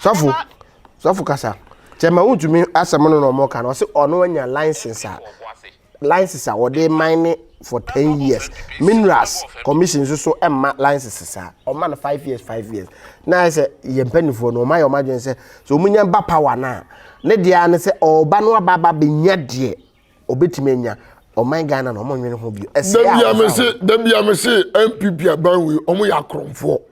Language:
Akan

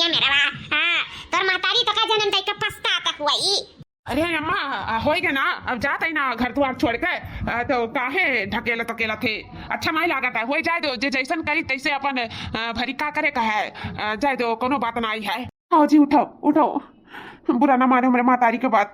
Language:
Awadhi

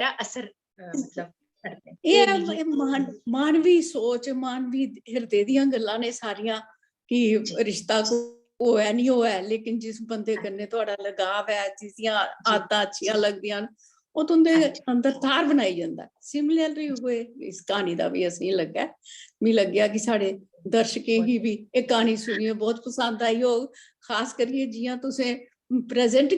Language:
Dogri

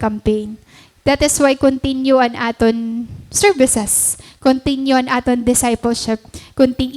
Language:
Waray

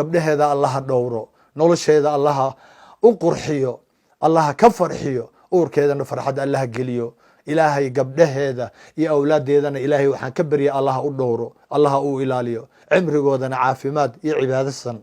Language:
Somali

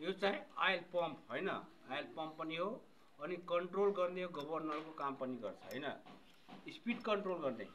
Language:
Nepali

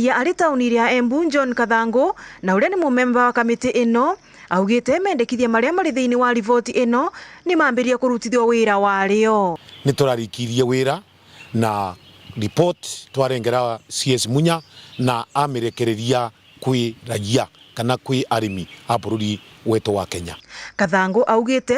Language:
Meru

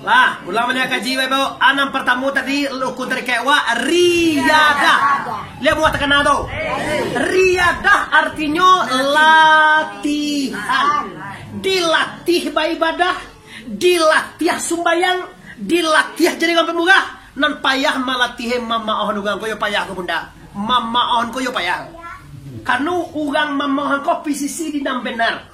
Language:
Minangkabau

